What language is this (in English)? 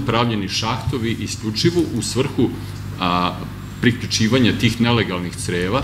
Serbian